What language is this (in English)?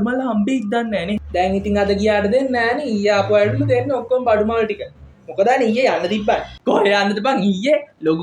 Sinhala